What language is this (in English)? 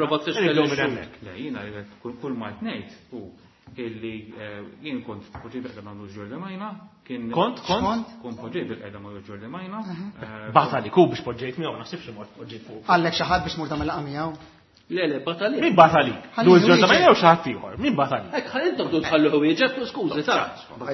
Maltese